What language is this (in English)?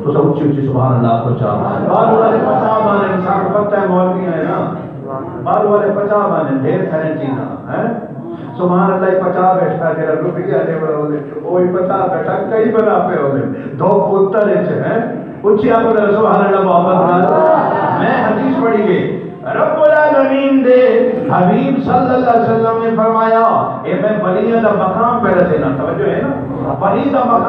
Saraiki